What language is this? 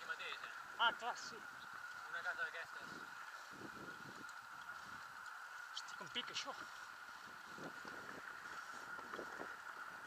Catalan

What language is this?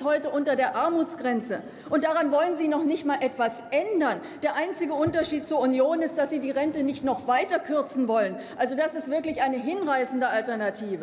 German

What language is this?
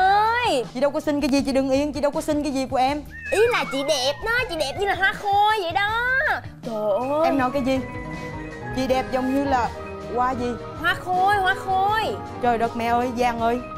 Vietnamese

